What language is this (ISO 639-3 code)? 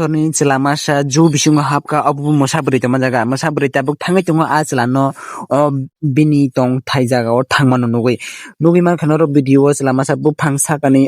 trp